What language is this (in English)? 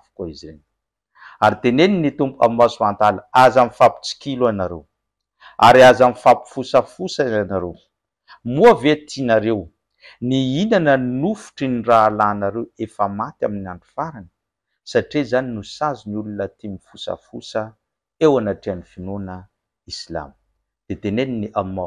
Malagasy